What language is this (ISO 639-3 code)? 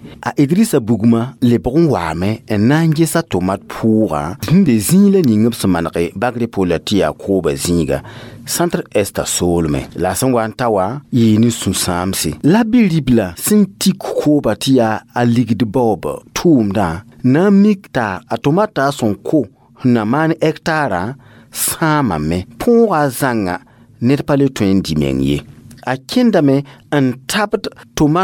mos